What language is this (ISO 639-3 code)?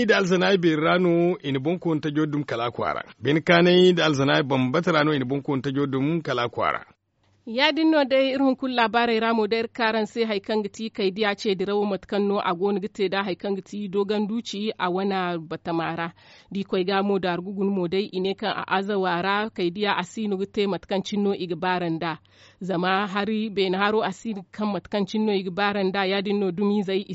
dje